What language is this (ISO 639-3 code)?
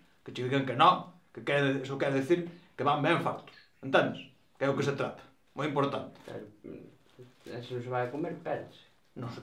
glg